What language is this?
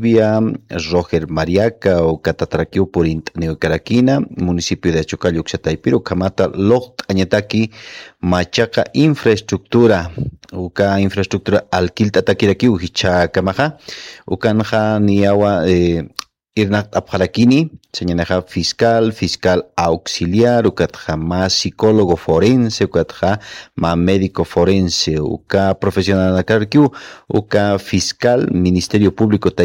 Aymara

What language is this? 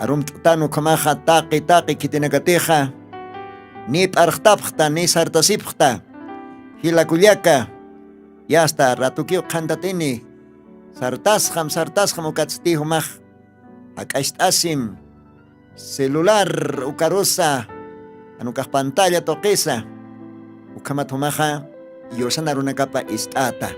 Aymara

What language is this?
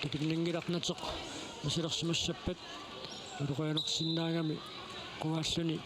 Kalaallisut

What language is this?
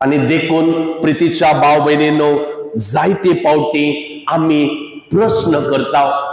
Konkani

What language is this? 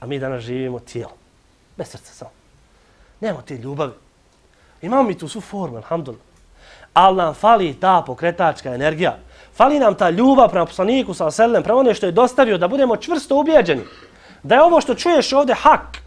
Bosnian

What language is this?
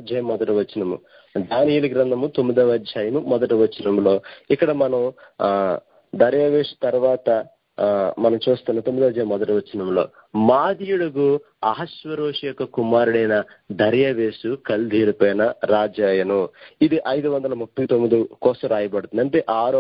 Telugu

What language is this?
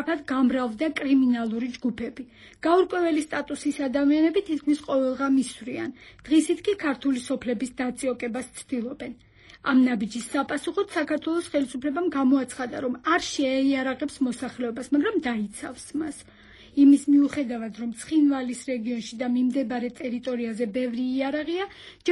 Georgian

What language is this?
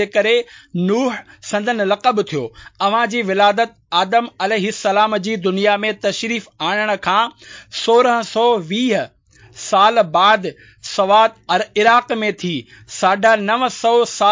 Sindhi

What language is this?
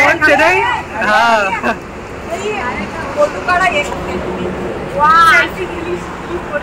Marathi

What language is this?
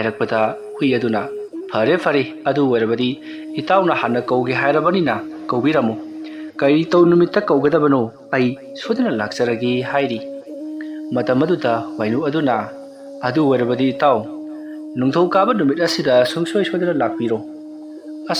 Manipuri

